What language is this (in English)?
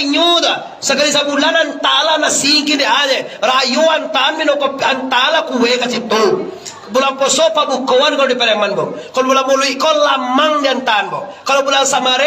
Minangkabau